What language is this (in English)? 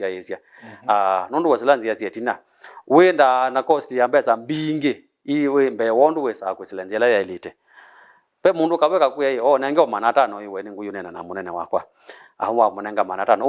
Kamba